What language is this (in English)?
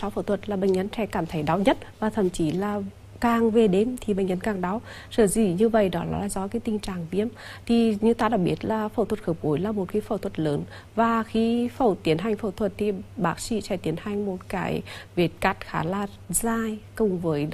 Vietnamese